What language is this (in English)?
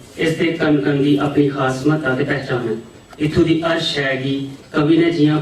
Dogri